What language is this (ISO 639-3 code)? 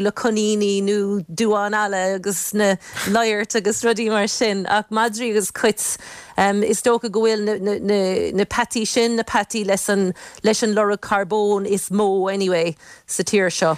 gle